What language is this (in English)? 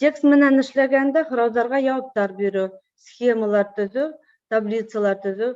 Bashkir